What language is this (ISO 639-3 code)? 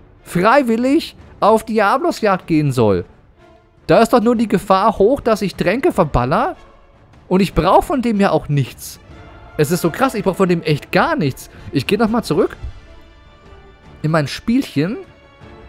deu